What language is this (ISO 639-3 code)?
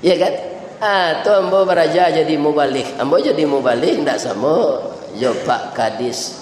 min